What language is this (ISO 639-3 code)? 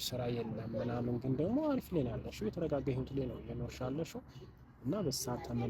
amh